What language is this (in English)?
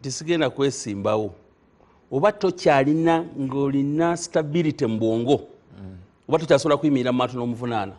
Ganda